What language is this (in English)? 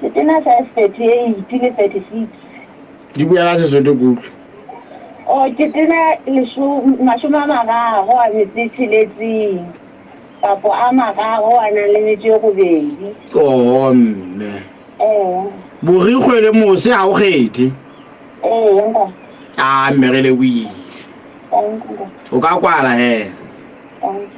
Southern Sotho